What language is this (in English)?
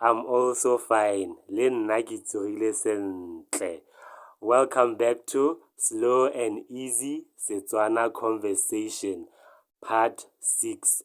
Tswana